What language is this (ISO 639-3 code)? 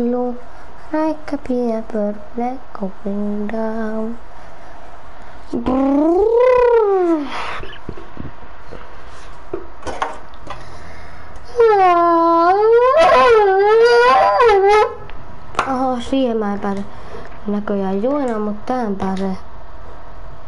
fin